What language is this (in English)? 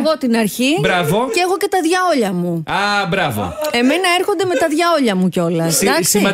Greek